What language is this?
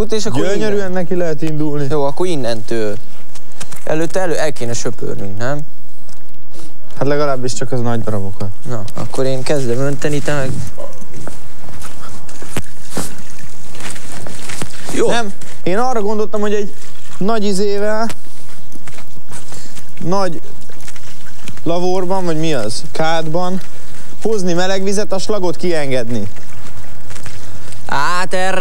Hungarian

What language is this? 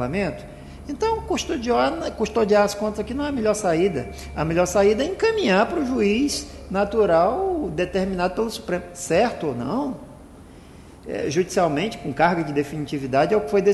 Portuguese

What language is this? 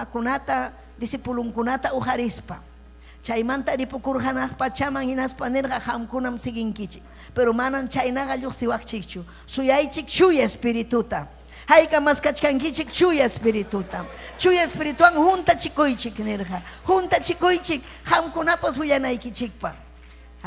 Ayacucho Quechua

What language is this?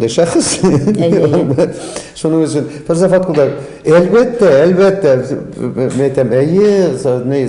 Tatar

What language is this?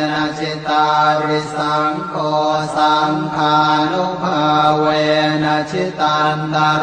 Pali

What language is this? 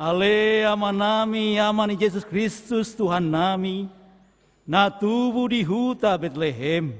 Batak Toba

